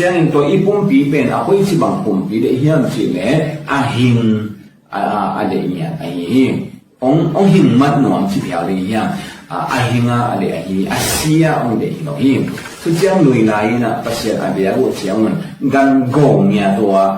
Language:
Tedim Chin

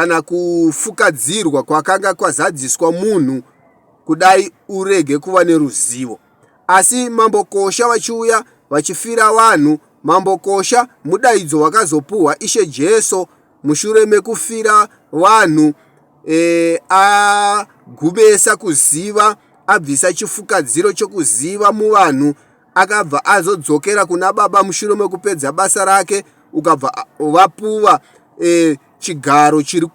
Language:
Shona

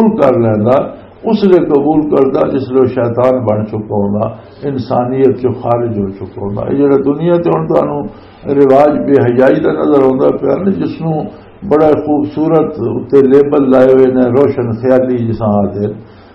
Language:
Western Panjabi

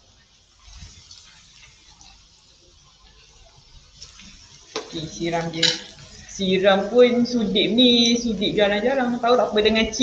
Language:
Malay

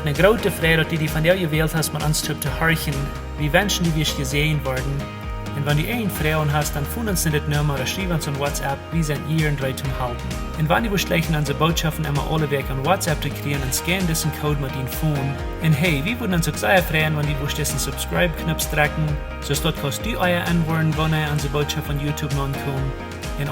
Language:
Plautdietsch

